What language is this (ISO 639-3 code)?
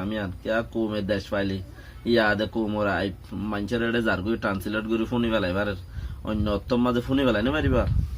rhg